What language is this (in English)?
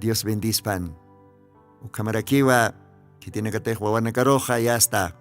Aymara